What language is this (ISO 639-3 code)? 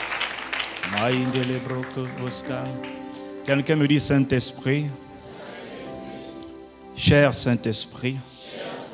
fra